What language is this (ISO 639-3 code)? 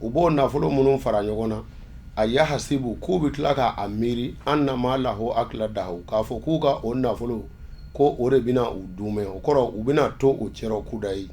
bam